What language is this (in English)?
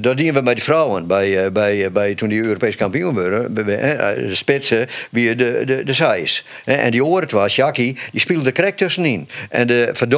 Western Frisian